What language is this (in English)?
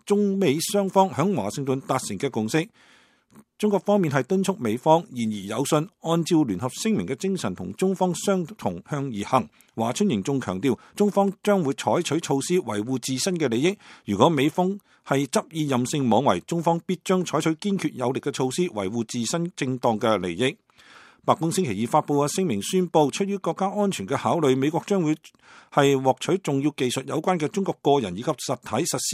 Cantonese